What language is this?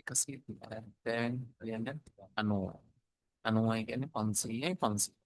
Sinhala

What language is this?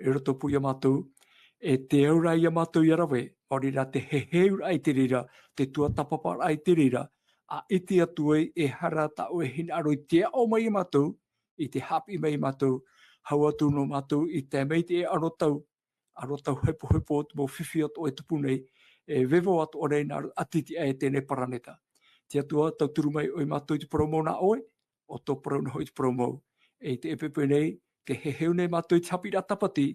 Tahitian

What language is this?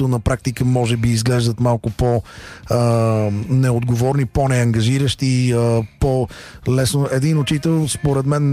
Bulgarian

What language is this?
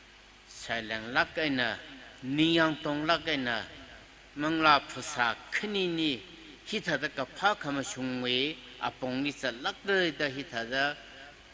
Tangkhul Naga (India)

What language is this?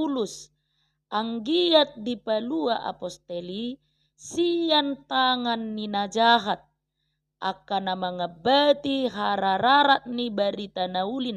Batak Toba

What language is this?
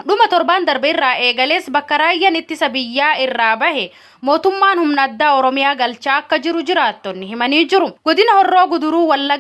Oromo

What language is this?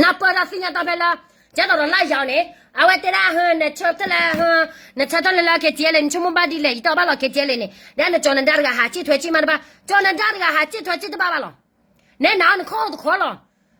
S'gaw Karen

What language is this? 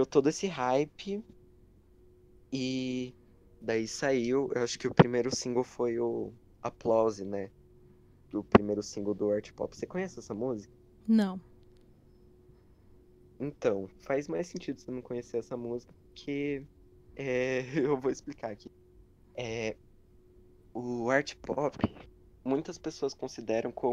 Portuguese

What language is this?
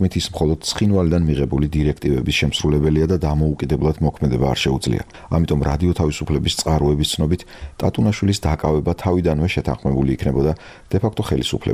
Georgian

